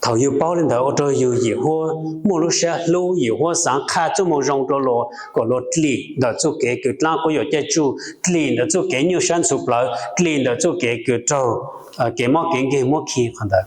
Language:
Hmong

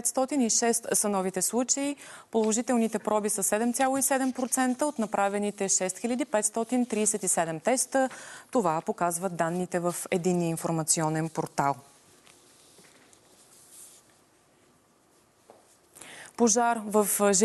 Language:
Bulgarian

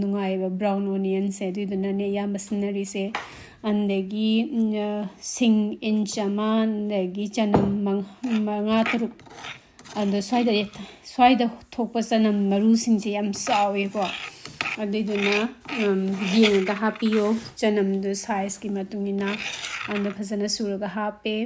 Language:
Manipuri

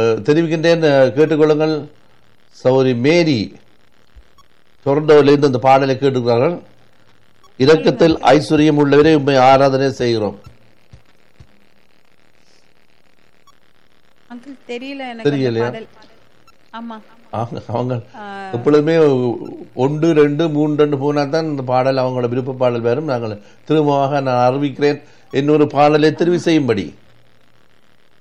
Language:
Tamil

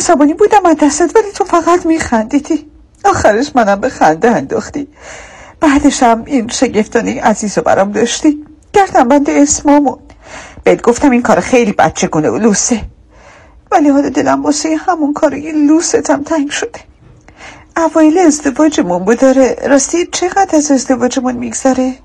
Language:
Persian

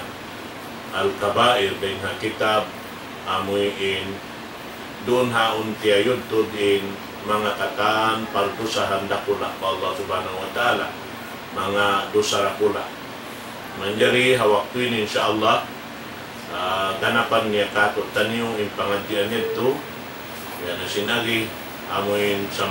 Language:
Tausug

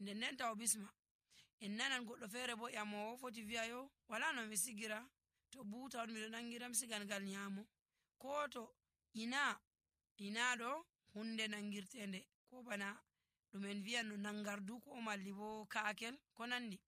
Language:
Nigerian Fulfulde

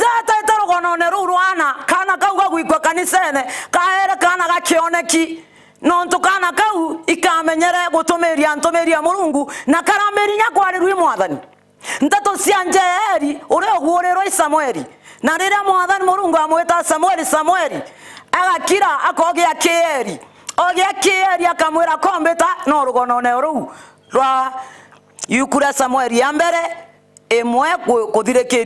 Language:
Meru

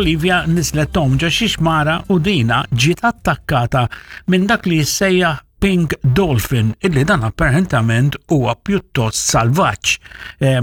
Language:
Maltese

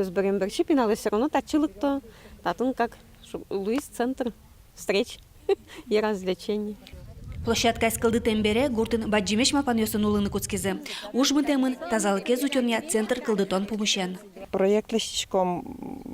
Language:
Udmurt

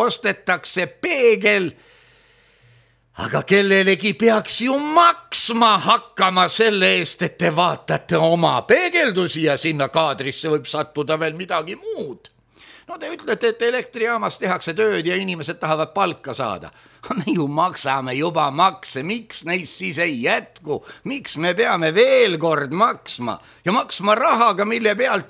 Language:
Estonian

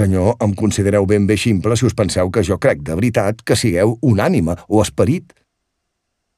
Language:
Catalan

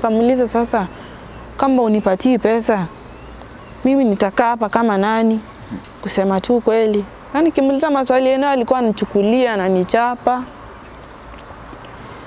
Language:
Swahili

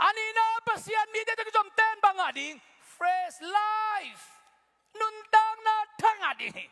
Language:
Tedim Chin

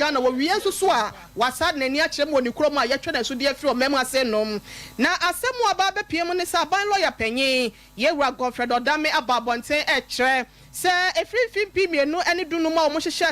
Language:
Akan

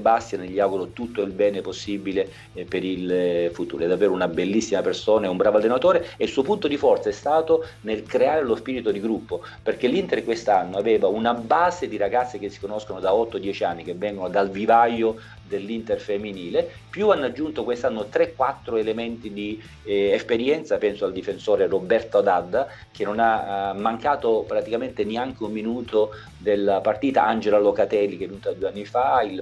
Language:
Italian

